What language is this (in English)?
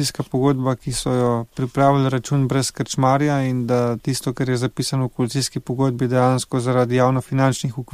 Slovenian